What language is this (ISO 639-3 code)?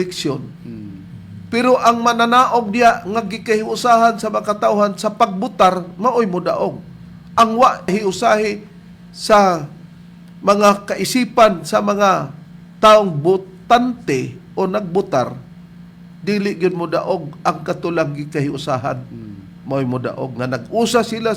ceb